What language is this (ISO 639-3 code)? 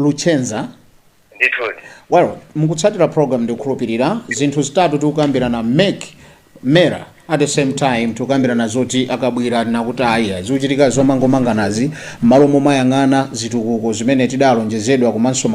nya